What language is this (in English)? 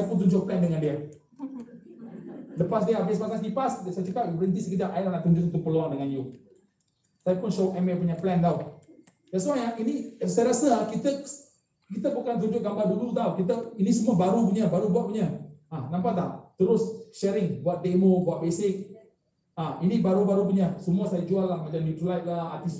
Malay